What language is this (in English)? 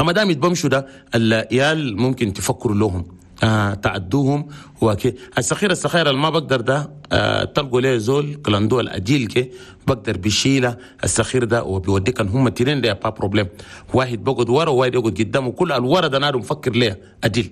Chadian Arabic